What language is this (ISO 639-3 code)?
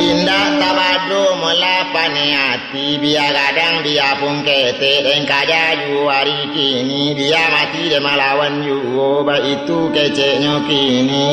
min